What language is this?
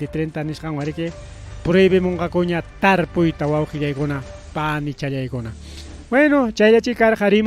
Ayacucho Quechua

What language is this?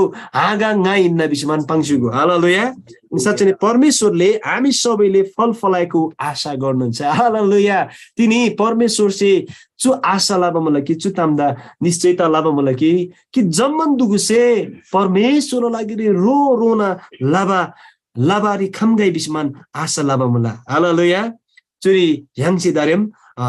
Eastern Tamang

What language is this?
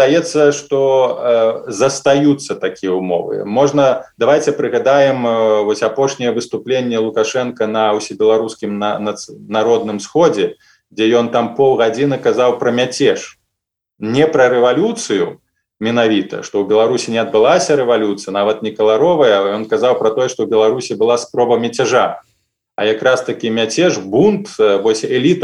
Belarusian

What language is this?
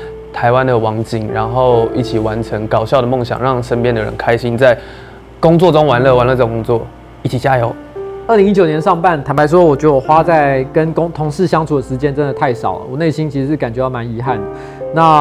Chinese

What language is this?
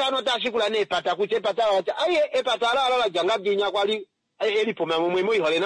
Kuanyama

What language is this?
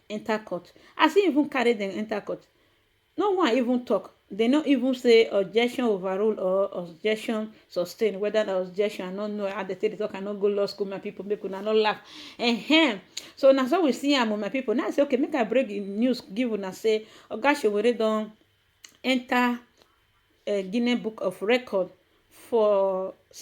Nigerian Pidgin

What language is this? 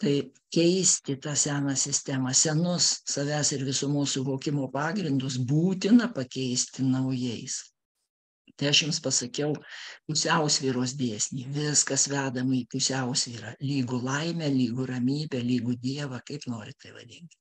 Lithuanian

